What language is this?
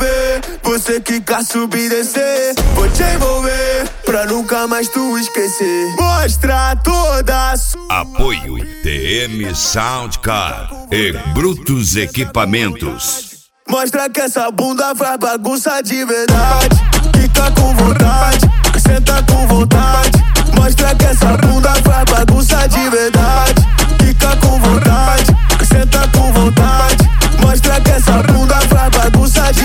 Portuguese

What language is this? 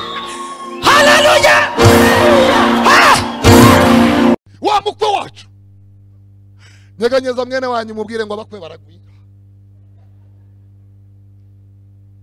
Kinyarwanda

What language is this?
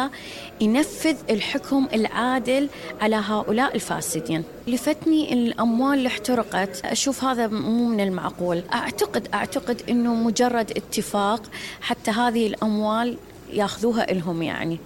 Mesopotamian Arabic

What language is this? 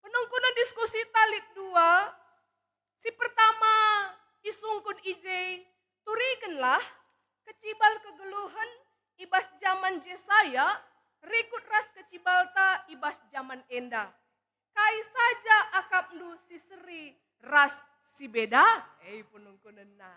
Batak Karo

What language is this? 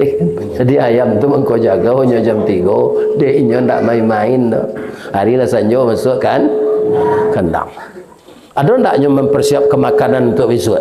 Minangkabau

